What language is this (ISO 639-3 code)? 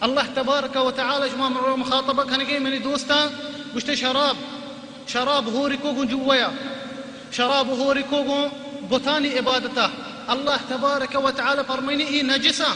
bal